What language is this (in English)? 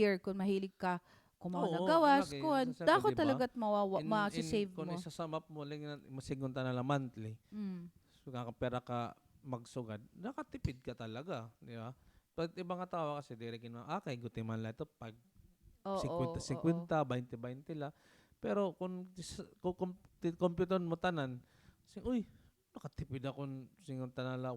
Waray